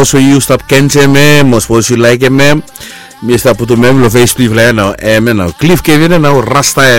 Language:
Bislama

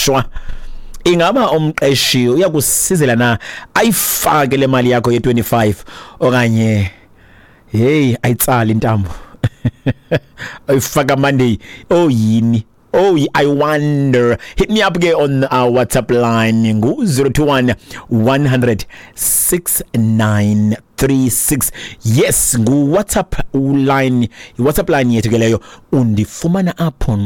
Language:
Xhosa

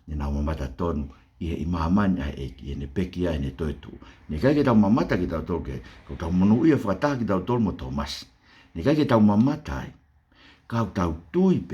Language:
Tongan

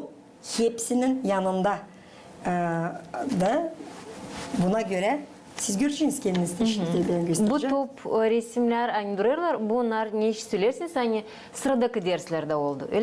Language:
Gagauz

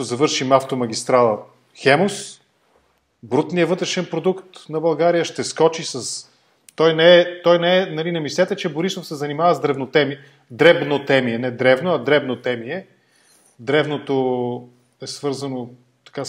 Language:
Bulgarian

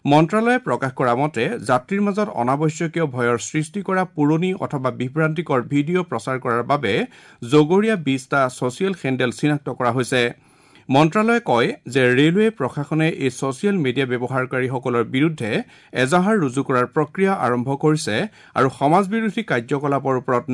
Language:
Assamese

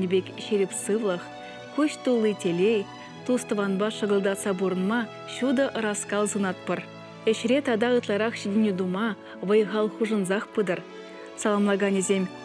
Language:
Chuvash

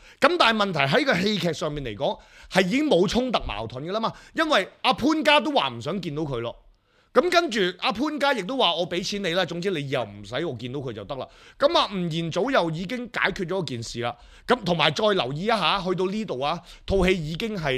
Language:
Cantonese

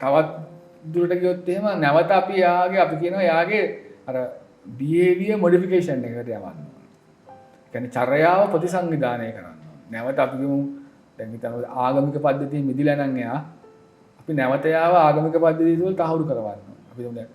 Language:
Sinhala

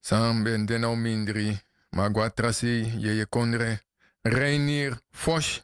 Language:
Sranan Tongo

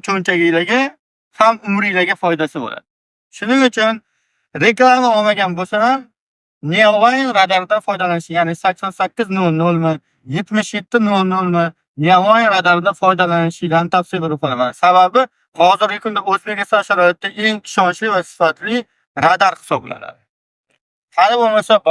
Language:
Uzbek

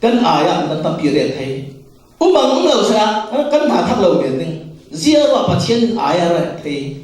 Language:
Falam Chin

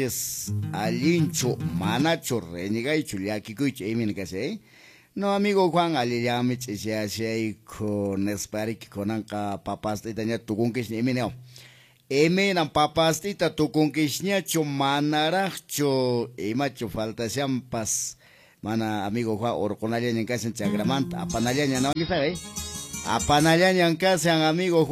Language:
Quechua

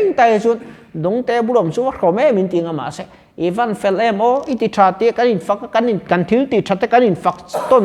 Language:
Mizo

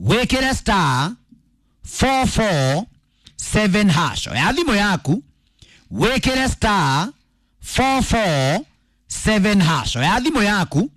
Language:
Kikuyu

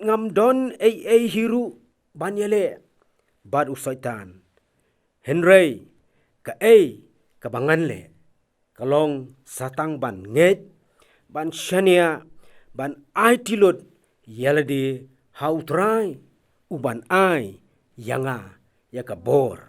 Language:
Khasi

